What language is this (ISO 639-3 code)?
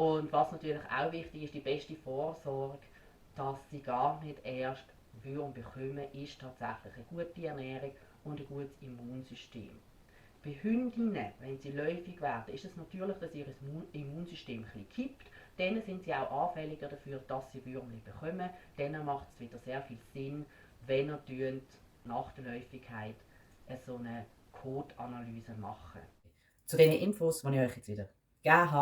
gsw